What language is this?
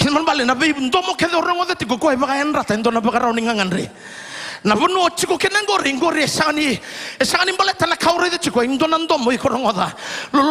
Fijian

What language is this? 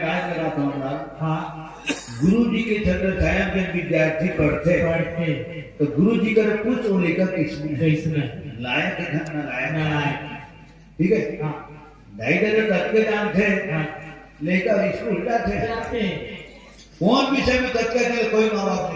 Chhattisgarhi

